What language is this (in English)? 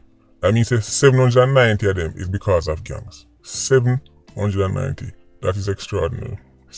Jamaican Creole English